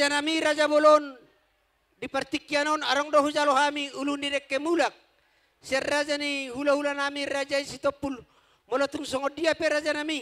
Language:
Batak Toba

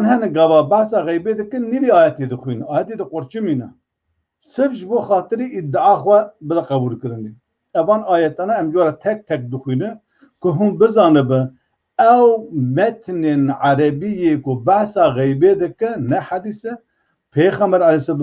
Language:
Kurdish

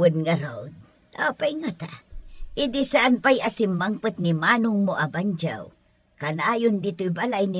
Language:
Iloko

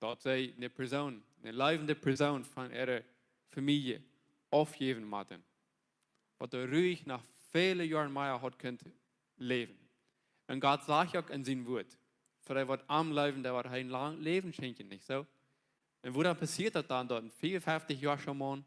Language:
Plautdietsch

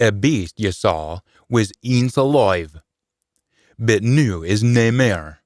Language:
Scots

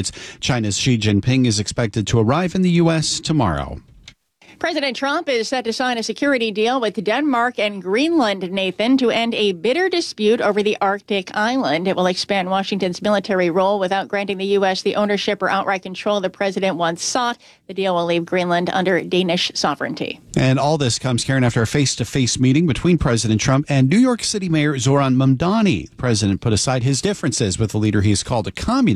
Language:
English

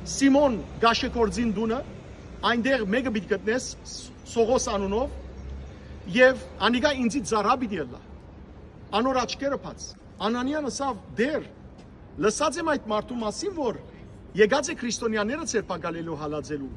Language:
Western Armenian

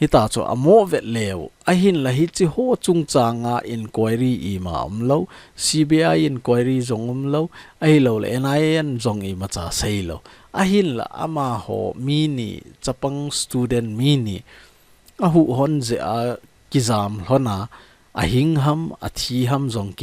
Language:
Thado Chin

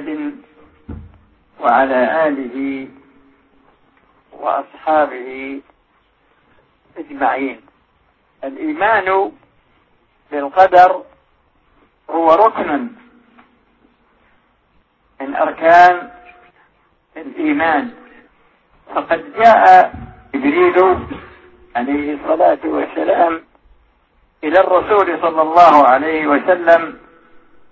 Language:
Arabic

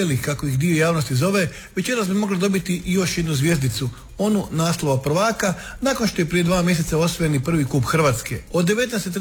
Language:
Croatian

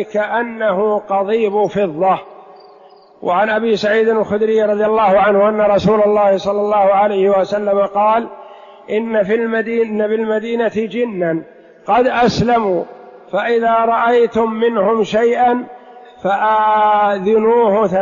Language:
Arabic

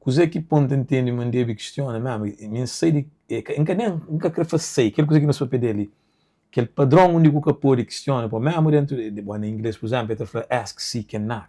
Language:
Kabuverdianu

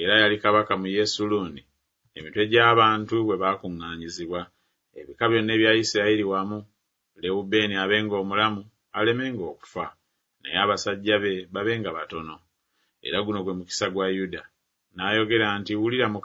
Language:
Ganda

